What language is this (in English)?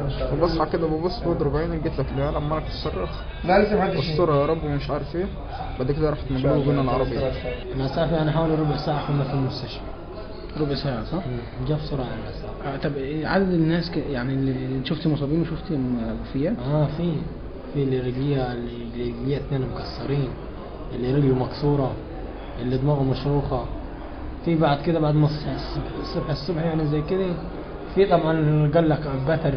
Egyptian Arabic